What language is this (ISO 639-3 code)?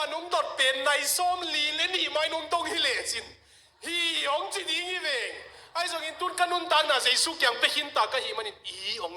ctd